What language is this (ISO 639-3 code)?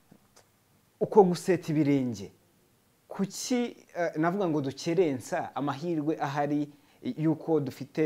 kin